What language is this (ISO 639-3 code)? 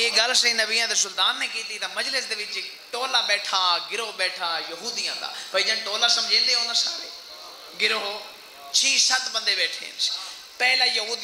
skr